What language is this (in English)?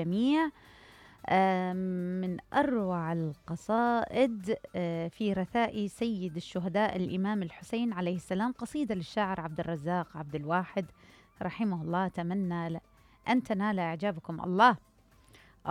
Mesopotamian Arabic